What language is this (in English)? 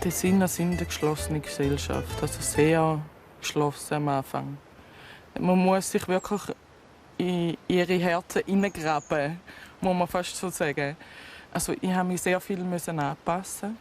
Swiss German